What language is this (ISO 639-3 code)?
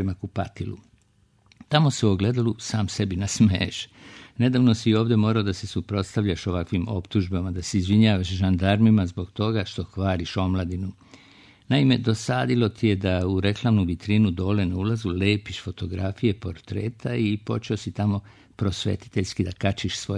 srp